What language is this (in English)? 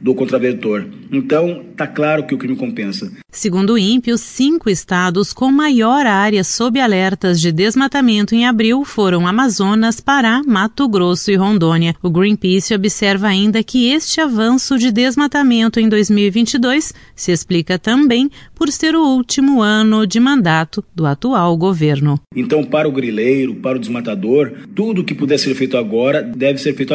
Portuguese